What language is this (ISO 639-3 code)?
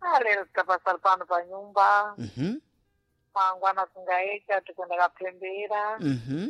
seh